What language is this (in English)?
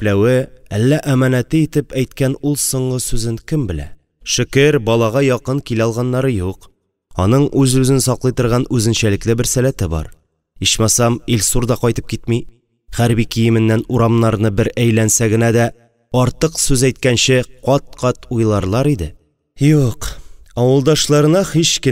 Tatar